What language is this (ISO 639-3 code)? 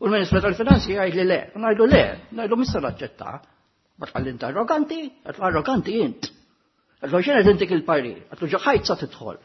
mlt